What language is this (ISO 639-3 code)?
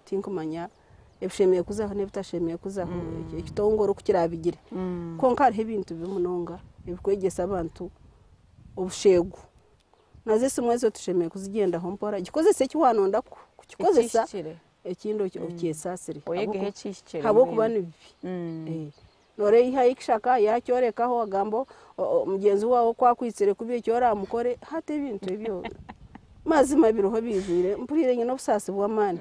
nyn